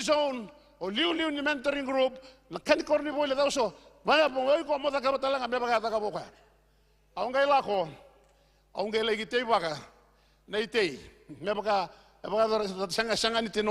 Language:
Fijian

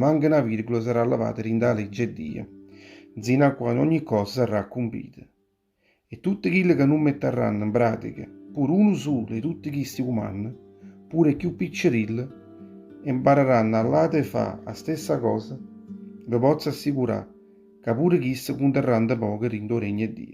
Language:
Neapolitan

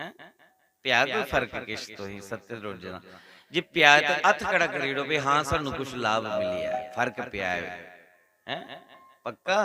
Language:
Dogri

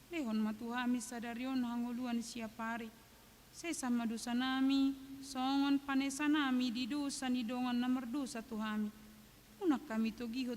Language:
Batak Toba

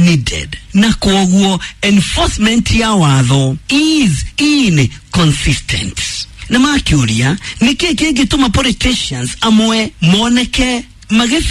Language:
Kikuyu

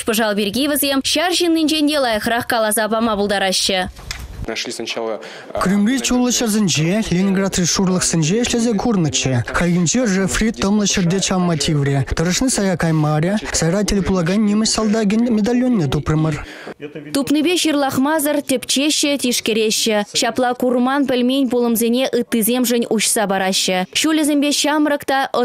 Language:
Chuvash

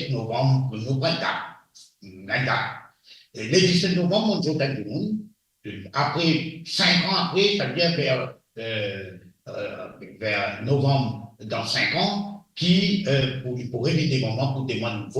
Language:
Morisyen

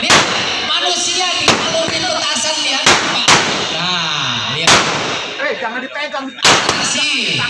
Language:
Betawi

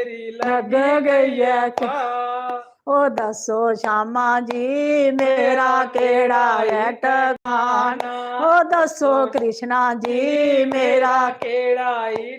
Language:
Dogri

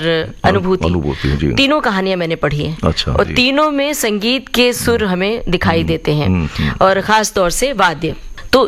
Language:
Hindi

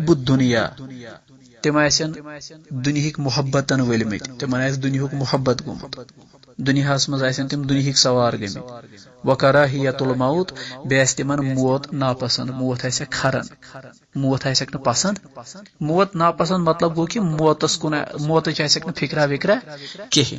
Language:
Kashmiri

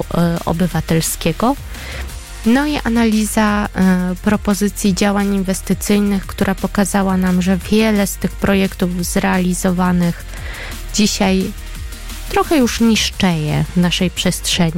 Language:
Polish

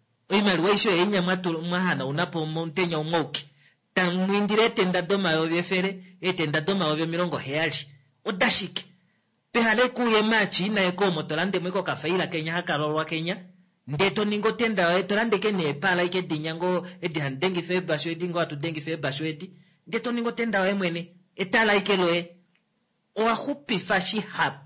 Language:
Kuanyama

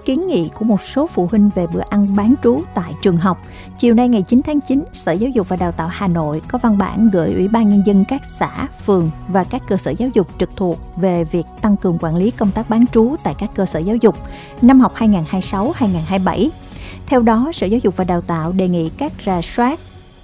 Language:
Vietnamese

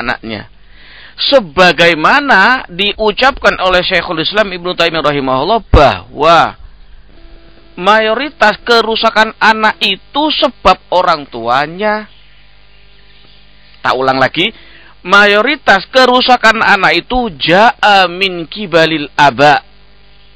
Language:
Indonesian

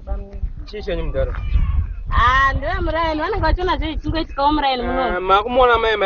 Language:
Shona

